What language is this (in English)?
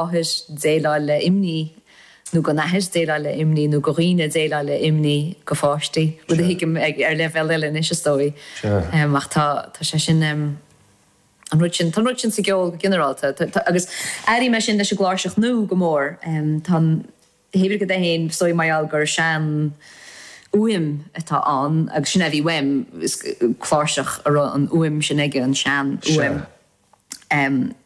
Irish